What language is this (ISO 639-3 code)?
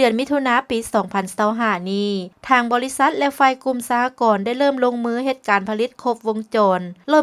lao